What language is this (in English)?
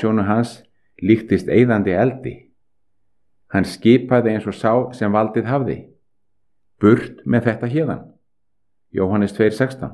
Icelandic